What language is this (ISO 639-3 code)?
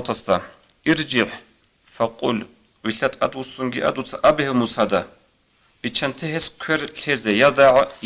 ava